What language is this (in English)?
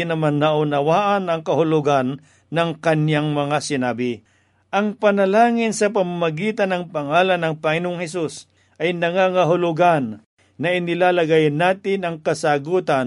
Filipino